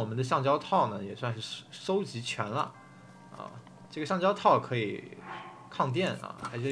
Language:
Chinese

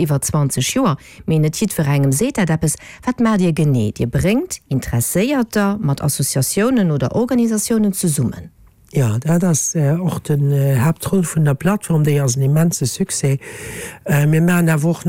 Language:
Luxembourgish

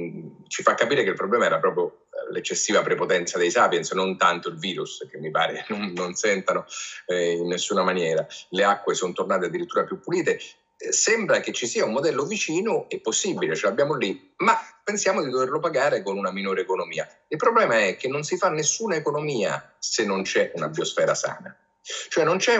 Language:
Italian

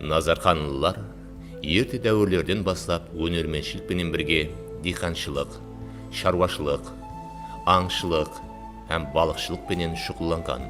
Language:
Kara-Kalpak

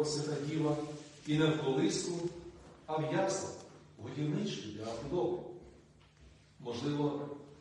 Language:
Ukrainian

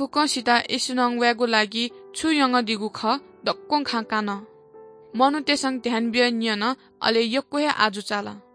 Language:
Newari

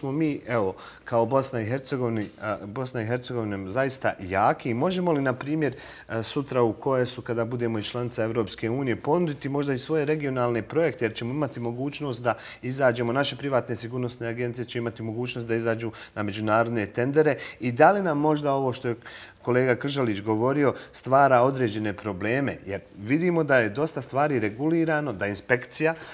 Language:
Bosnian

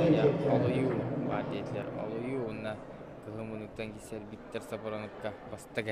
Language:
Yakut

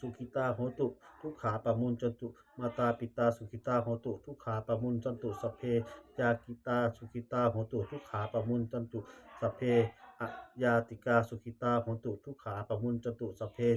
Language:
Pali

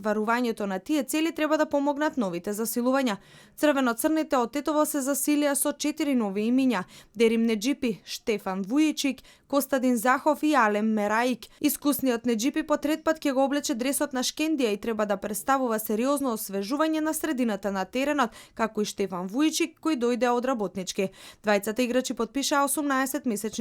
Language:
Macedonian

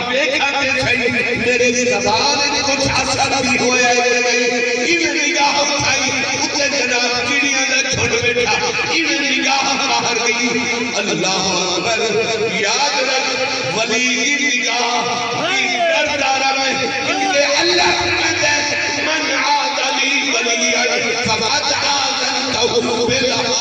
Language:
Saraiki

